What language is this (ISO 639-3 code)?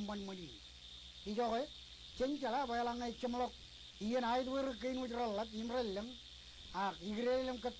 mah